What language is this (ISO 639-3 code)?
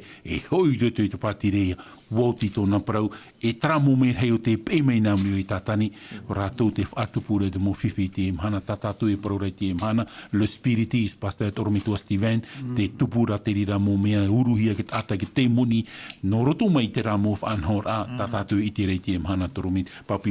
tah